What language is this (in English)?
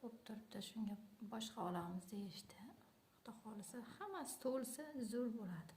Uzbek